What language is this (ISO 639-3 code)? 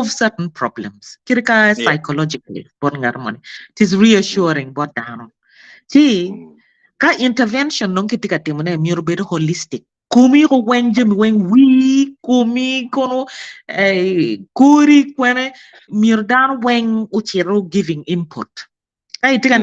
ach